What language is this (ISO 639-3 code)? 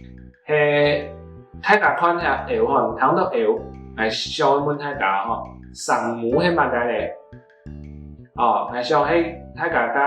hak